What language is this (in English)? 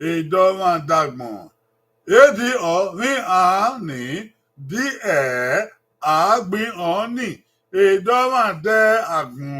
Bini